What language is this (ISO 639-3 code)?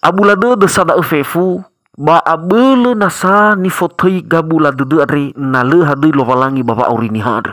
nia